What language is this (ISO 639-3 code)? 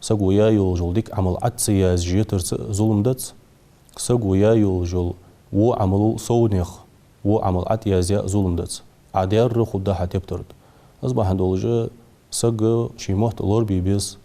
inh